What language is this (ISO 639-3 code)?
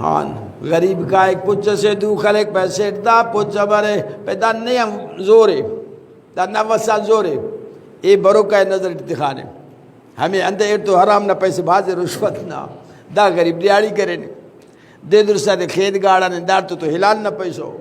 brh